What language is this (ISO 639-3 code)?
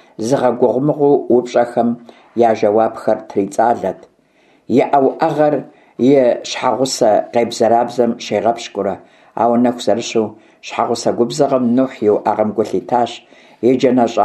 kbd